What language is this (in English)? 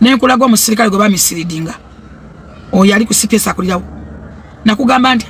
Ganda